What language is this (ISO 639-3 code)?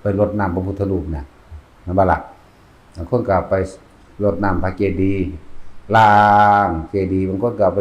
tts